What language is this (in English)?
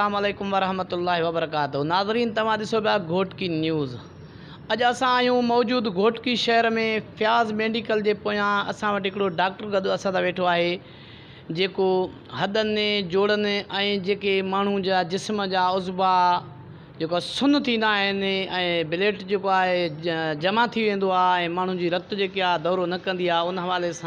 Sindhi